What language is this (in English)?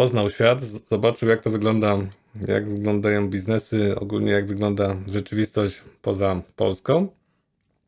Polish